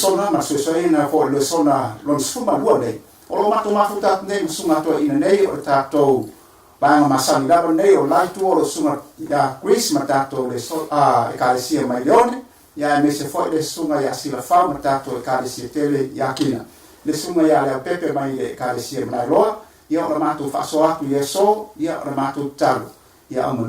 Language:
Samoan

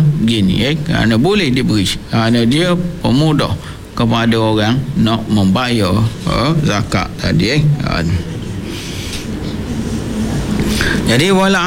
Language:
Malay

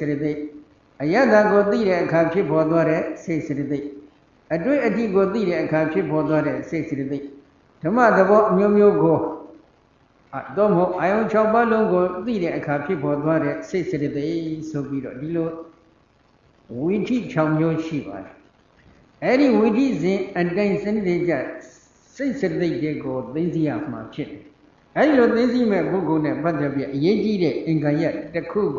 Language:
Burmese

